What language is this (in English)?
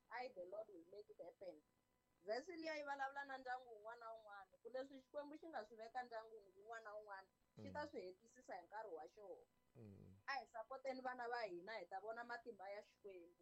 Tsonga